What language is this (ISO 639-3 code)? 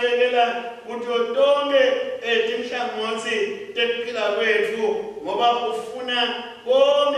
ssw